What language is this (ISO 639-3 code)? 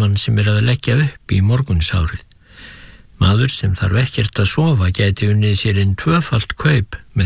isl